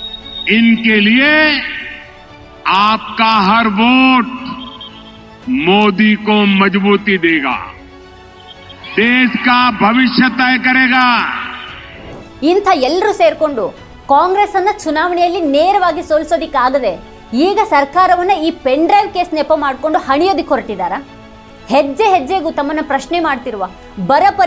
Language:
Kannada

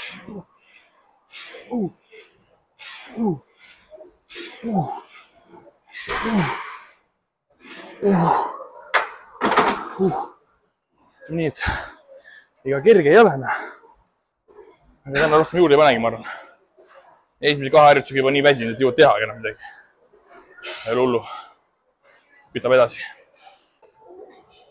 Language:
Estonian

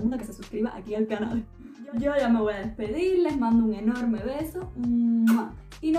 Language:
Spanish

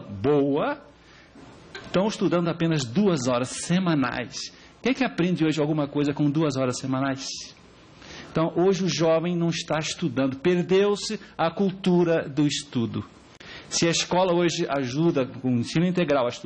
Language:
Portuguese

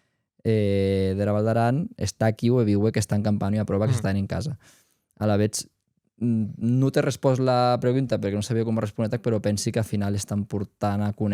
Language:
Occitan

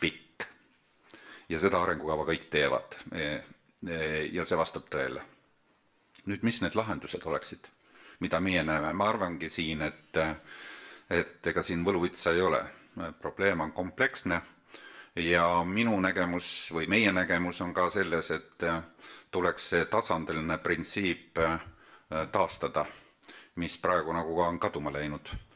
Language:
Estonian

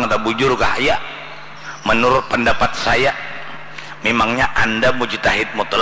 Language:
Banjar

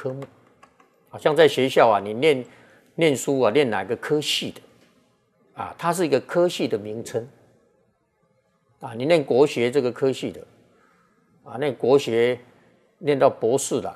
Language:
Chinese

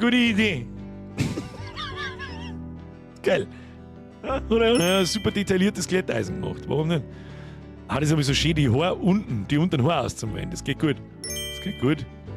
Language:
Bavarian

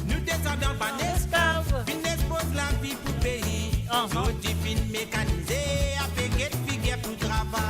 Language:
Morisyen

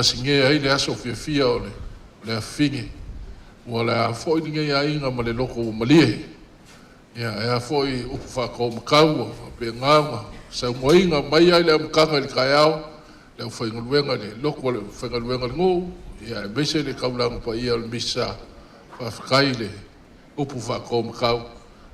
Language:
Samoan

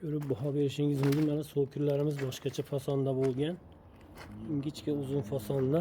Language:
Uzbek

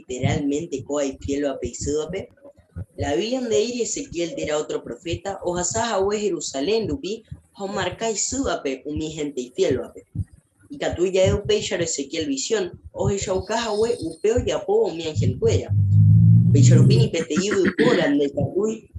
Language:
Guarani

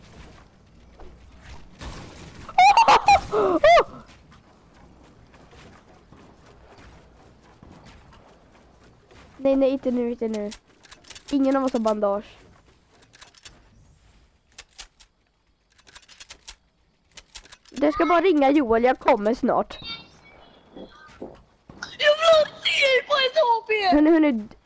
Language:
Swedish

